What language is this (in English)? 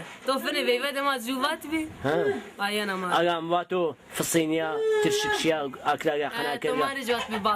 Zaza